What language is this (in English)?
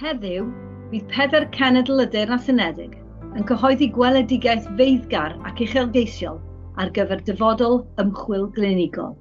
Welsh